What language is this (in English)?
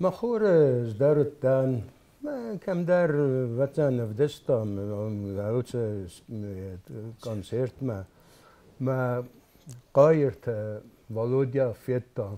Ossetic